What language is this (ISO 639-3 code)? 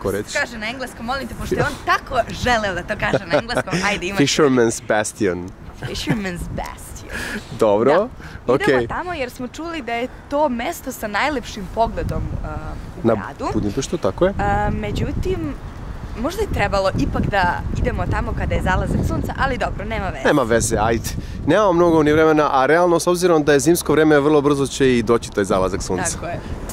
srp